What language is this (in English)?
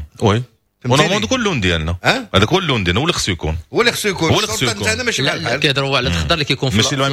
Moroccan Arabic